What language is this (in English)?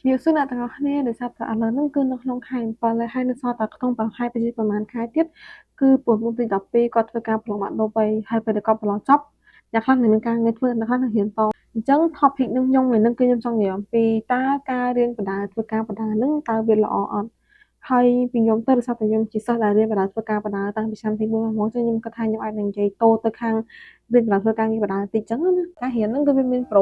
Khmer